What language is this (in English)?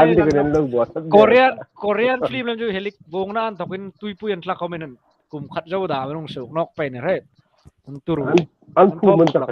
Hmar